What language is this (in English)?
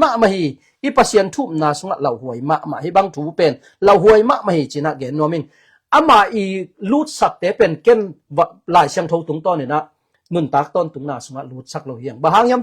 Tedim Chin